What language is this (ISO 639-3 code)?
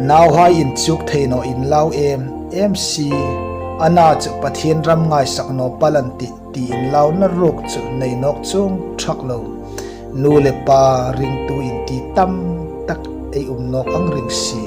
hmr